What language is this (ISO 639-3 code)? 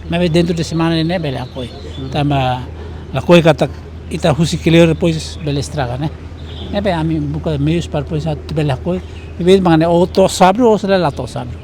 tet